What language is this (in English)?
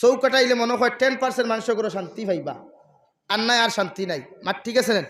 Sylheti